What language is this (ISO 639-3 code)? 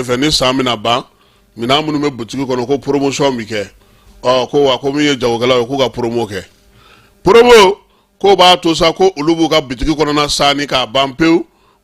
bam